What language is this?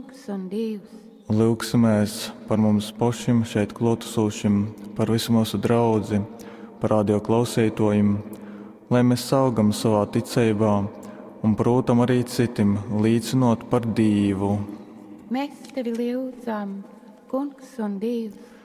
Latgalian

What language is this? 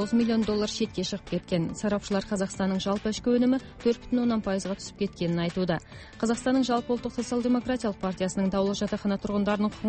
Kazakh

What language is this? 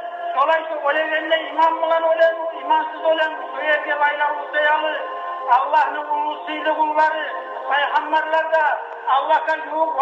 Kumyk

